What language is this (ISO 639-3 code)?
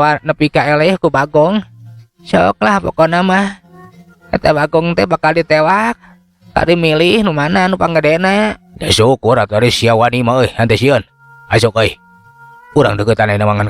sun